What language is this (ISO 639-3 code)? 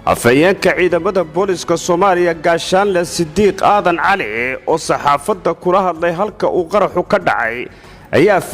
som